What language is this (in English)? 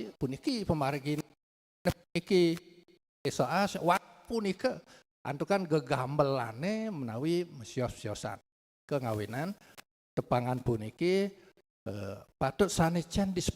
Balinese